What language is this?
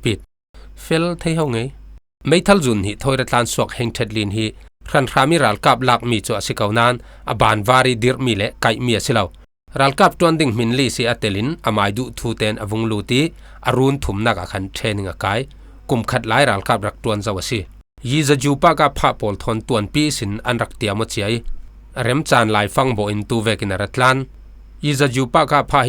Falam Chin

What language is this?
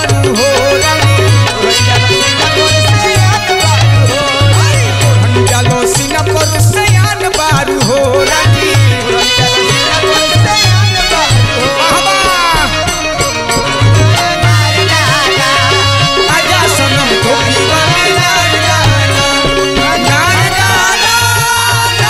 Bhojpuri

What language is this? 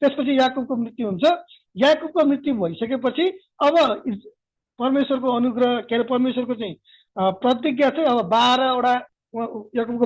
Nepali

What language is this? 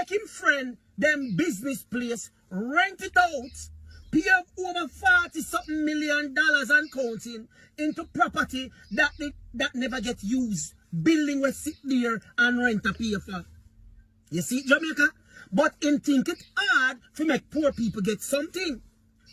Jamaican Creole English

